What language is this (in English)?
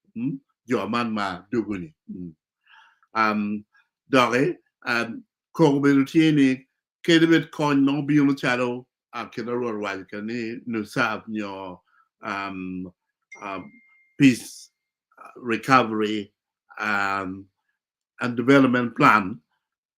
Acoli